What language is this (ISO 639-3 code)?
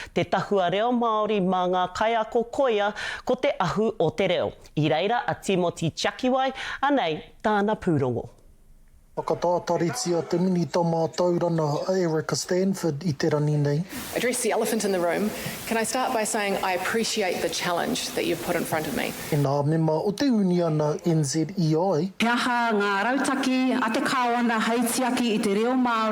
mri